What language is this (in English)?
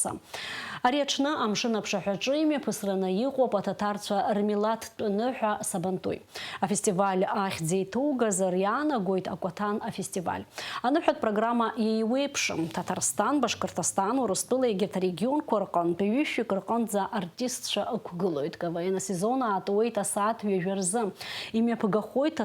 Abkhazian